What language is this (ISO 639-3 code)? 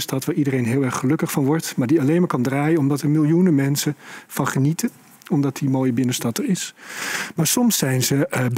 nld